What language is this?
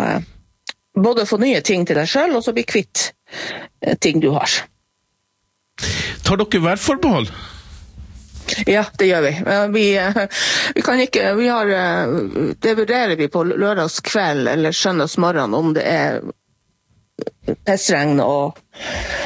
Norwegian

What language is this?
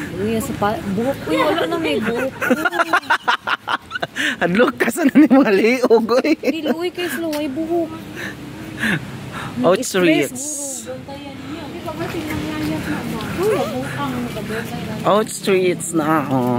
Cebuano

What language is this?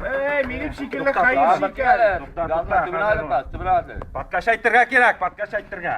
Tatar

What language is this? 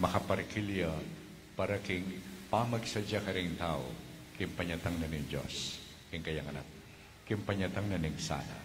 Pampanga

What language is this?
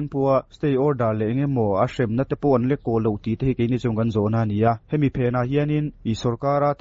Mizo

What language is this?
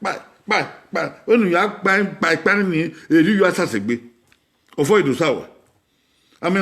Bini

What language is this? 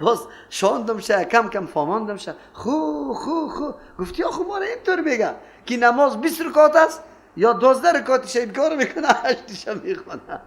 Persian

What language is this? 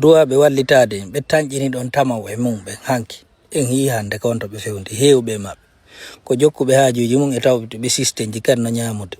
Fula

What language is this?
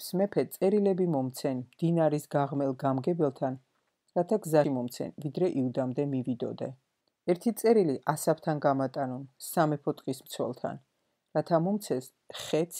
Georgian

